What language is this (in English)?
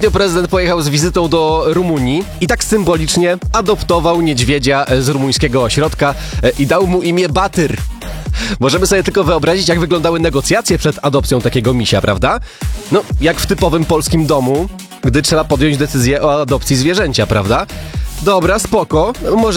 Polish